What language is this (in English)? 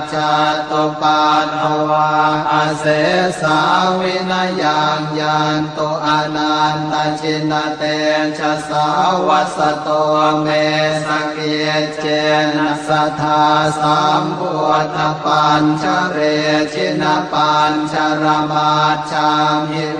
Pali